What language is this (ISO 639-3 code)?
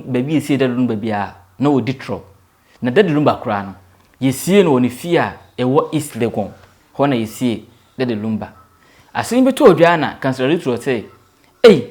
aka